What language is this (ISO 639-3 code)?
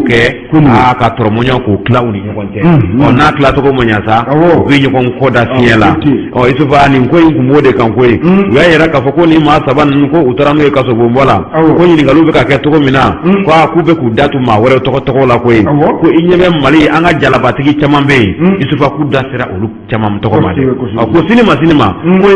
bam